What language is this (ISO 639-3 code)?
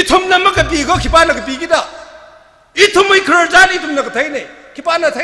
nmf